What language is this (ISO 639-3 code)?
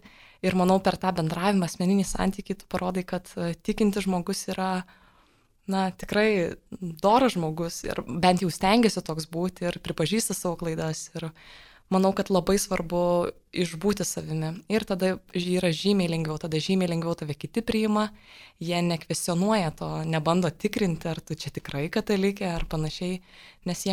lit